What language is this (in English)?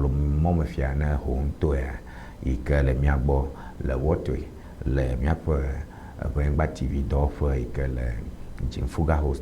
Ewe